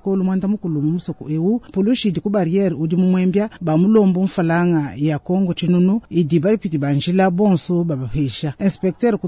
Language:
Luba-Lulua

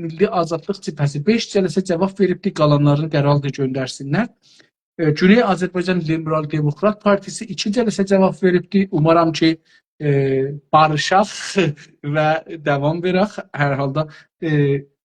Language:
South Azerbaijani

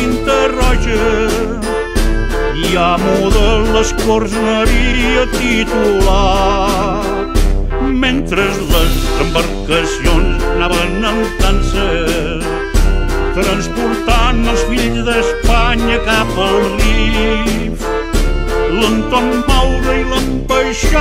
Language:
Catalan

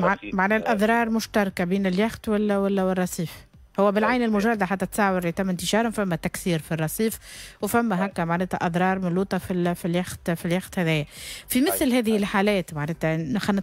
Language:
Tunisian Arabic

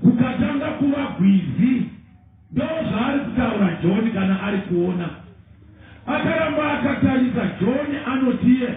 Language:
Shona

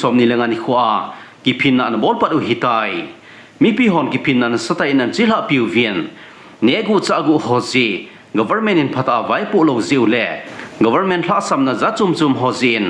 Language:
Thado Chin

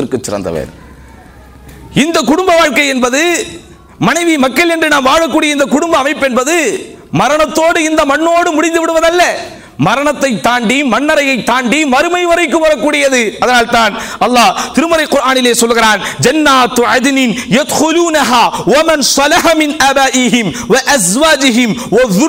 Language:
Tamil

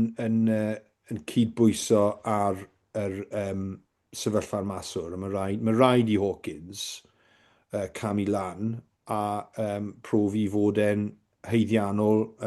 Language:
Welsh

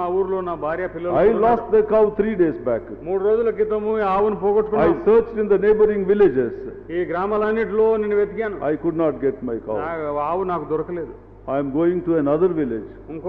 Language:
Telugu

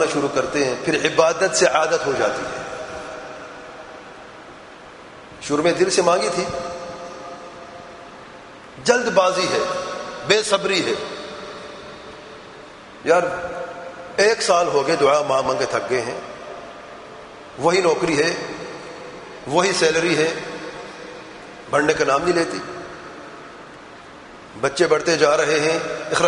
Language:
Urdu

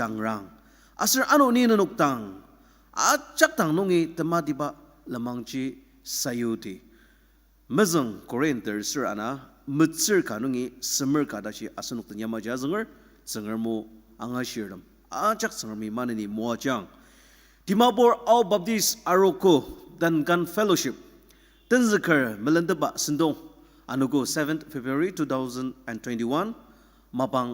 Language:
Ao Naga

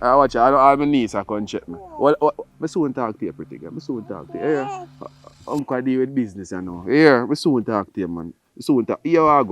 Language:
Jamaican Creole English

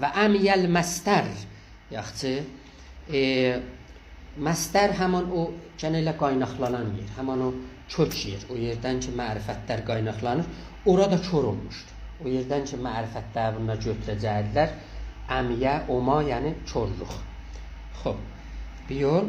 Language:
South Azerbaijani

